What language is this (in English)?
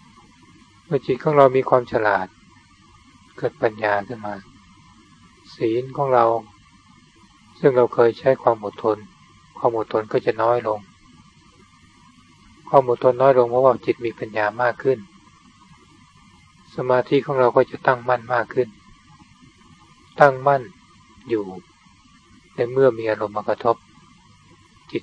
Thai